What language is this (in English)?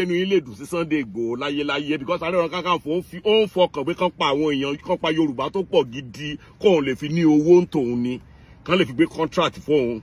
Yoruba